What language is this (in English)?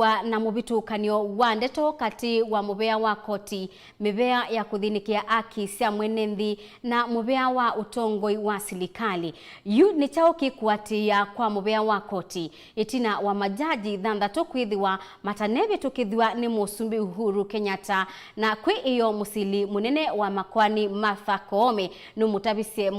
Kamba